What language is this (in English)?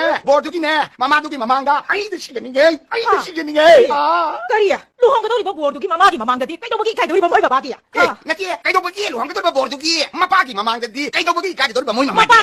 Manipuri